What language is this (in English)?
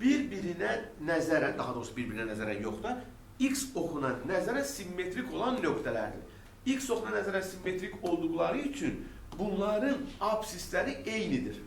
Azerbaijani